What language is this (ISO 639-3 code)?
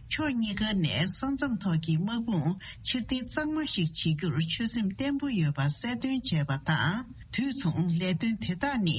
bod